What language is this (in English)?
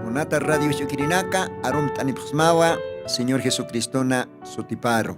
Aymara